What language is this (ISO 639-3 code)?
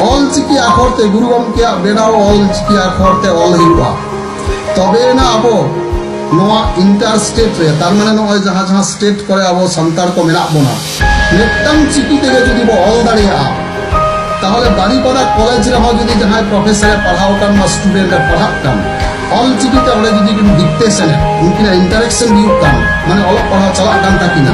sat